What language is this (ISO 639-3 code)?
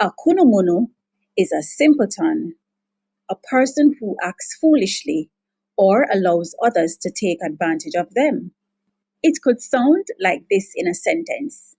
jam